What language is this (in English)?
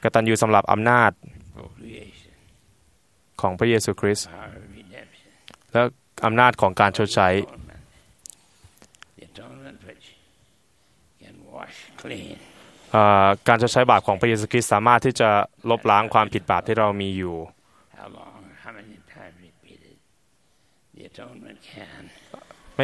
Thai